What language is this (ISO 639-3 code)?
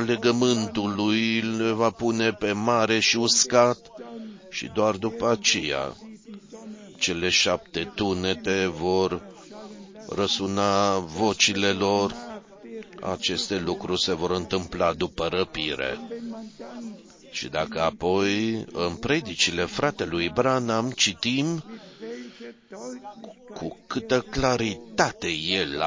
ron